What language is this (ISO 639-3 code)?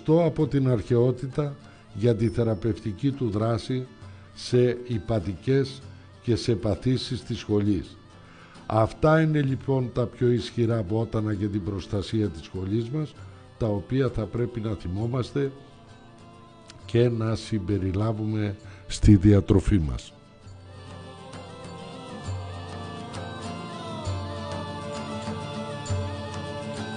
ell